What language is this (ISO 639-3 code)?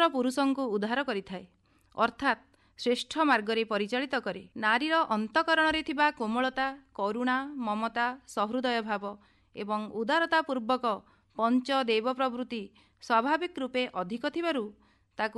ori